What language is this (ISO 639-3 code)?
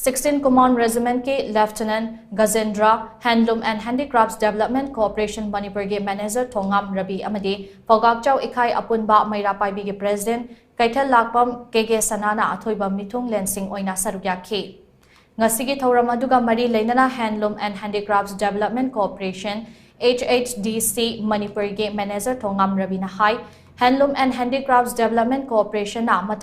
mni